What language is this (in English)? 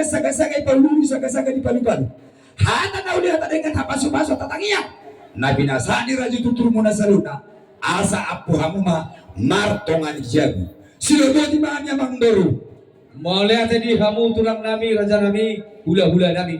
Batak Toba